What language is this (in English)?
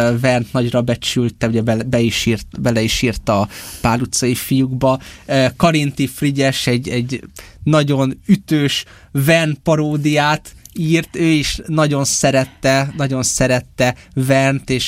Hungarian